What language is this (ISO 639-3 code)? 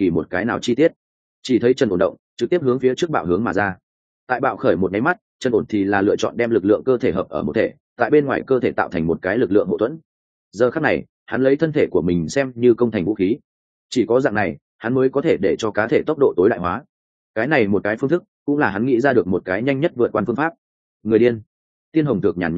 vie